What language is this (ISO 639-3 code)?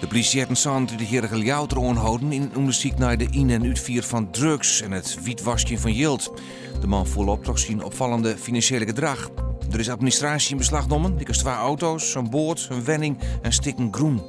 fry